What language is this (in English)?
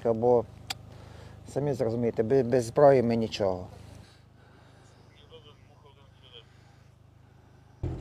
Ukrainian